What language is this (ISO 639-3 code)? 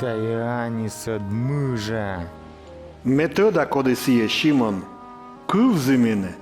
kom